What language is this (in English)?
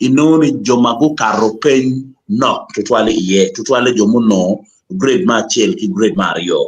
Acoli